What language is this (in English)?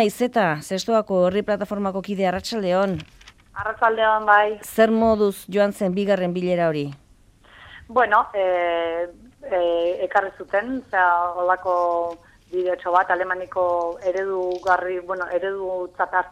Basque